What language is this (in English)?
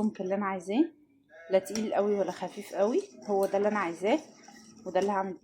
Egyptian Arabic